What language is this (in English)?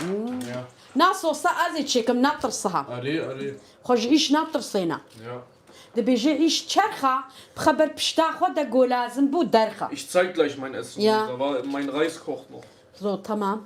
Kurdish